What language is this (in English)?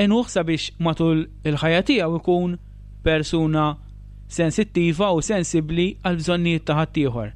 Maltese